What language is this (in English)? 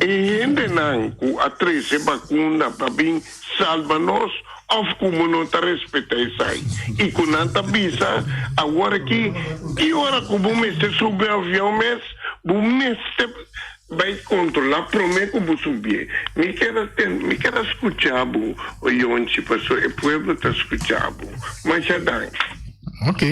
Papiamento